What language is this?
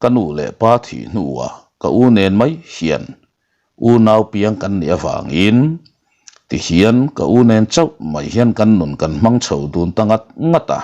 Mizo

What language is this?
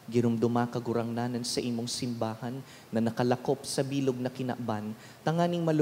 Bikol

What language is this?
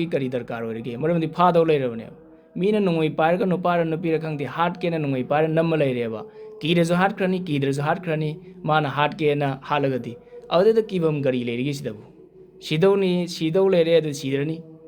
Manipuri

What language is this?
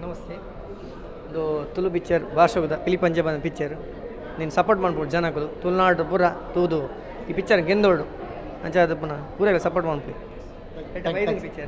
Tulu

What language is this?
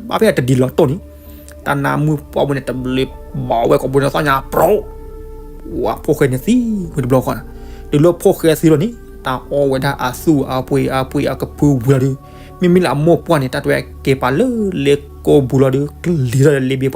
S'gaw Karen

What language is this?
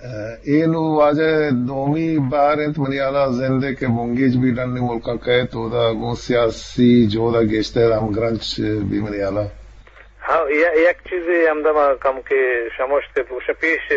Eastern Balochi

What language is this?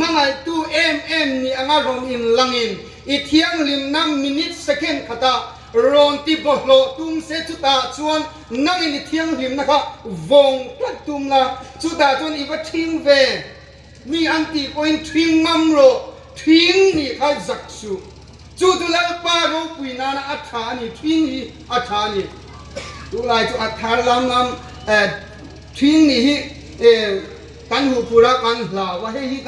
Hmar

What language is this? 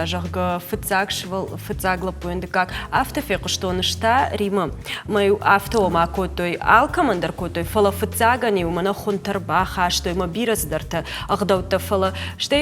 Ossetic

